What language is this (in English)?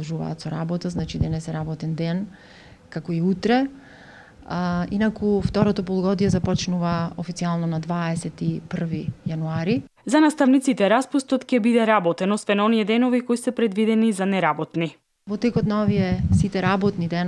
Macedonian